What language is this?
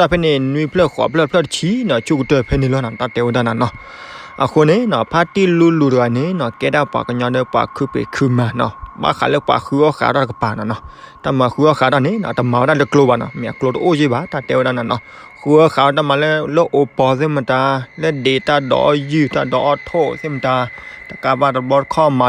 S'gaw Karen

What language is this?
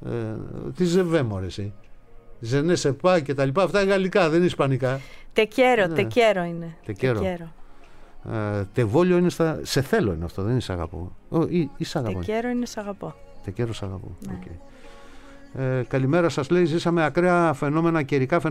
Greek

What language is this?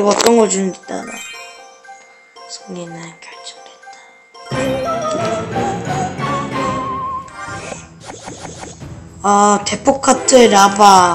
Korean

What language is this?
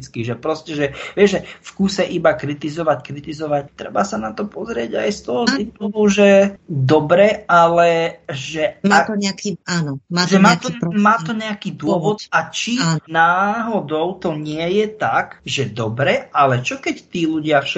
Slovak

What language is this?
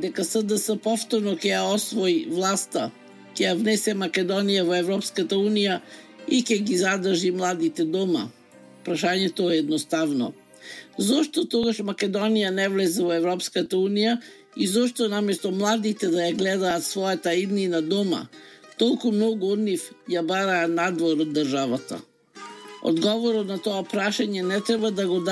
Macedonian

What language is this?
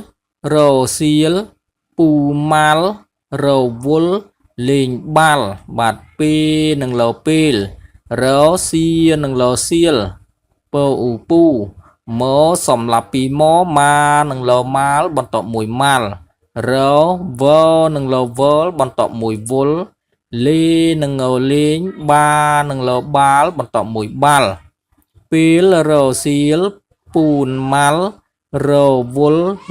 Khmer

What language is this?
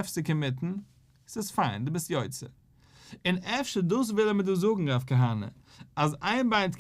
Yiddish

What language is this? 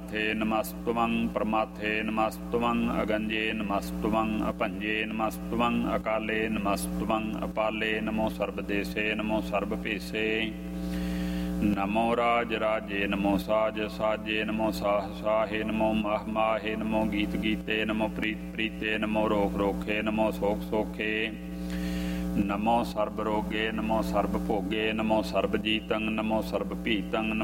Punjabi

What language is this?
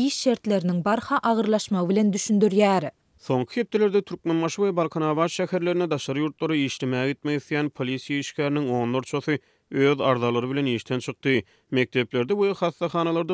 Turkmen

